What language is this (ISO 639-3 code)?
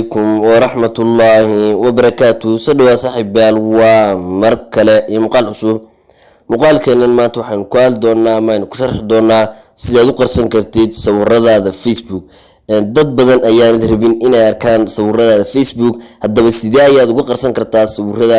som